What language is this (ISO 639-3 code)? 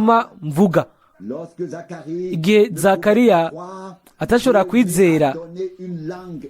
run